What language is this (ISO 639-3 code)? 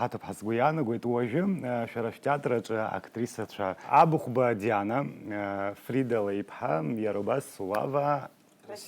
abk